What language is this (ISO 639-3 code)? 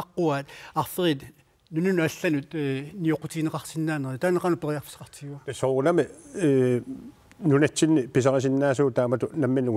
kal